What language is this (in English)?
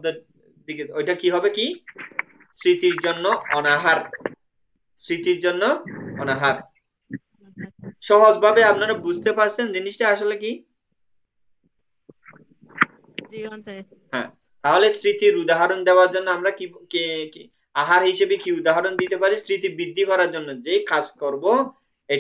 Bangla